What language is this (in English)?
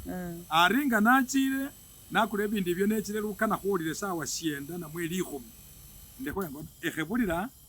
Masaaba